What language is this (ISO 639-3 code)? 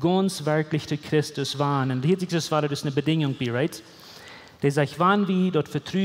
pdt